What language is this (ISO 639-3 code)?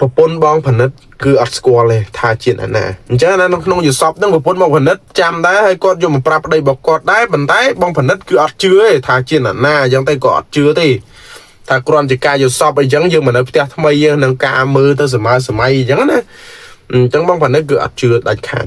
khm